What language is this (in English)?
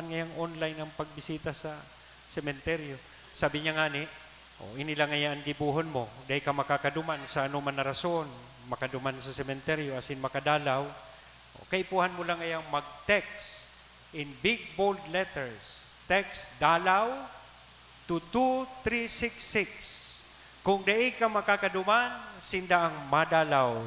Bikol